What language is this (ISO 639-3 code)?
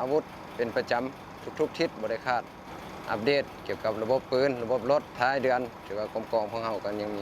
lao